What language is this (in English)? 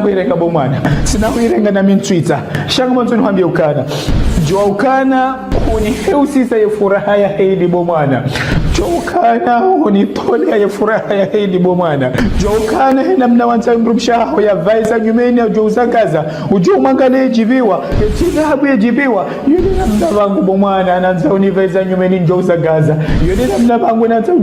Ngazidja Comorian